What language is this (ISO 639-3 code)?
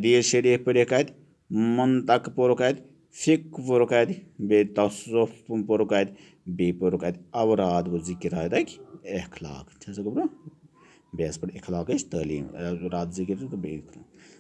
kas